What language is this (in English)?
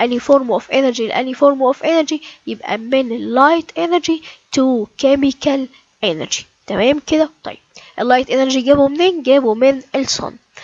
Egyptian Arabic